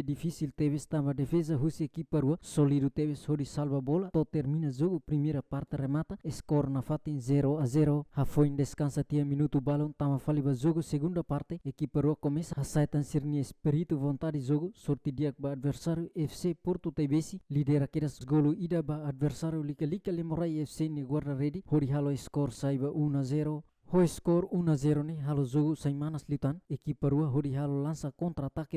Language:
Tetum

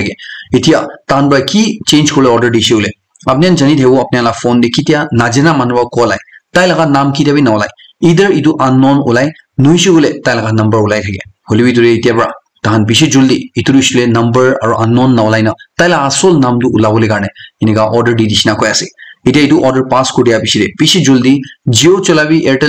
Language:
Naga Pidgin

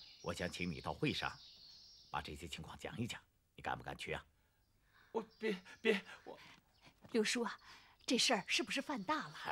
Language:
Chinese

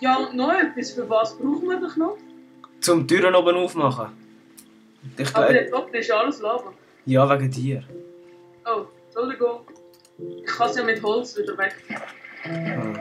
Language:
Swiss German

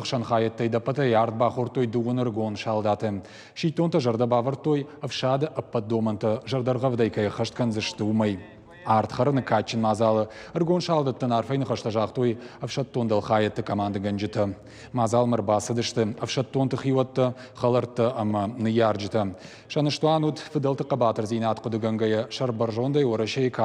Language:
Ossetic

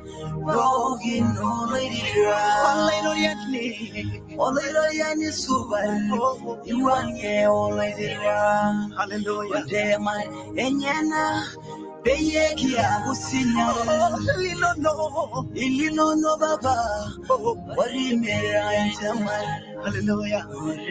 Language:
Masai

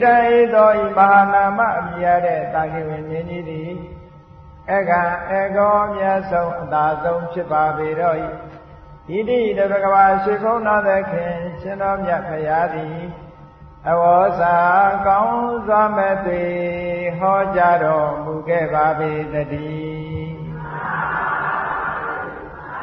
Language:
Burmese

